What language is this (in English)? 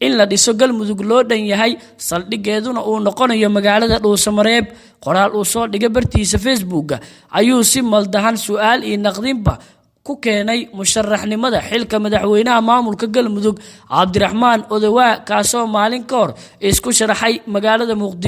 Somali